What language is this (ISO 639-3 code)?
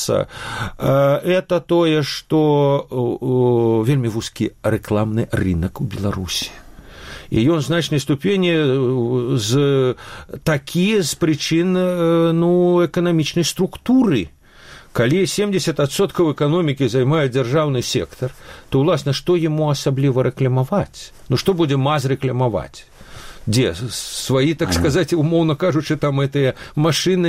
bel